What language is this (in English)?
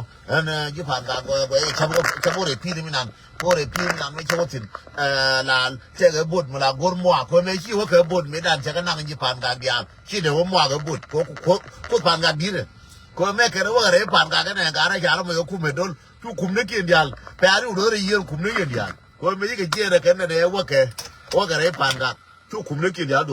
Nuer